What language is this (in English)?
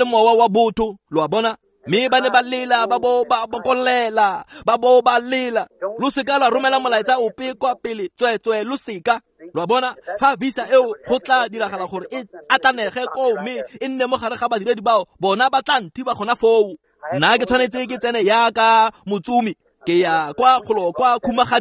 Tswana